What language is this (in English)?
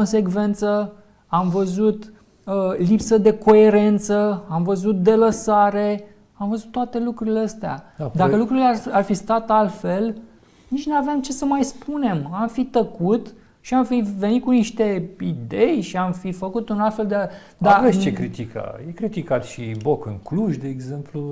Romanian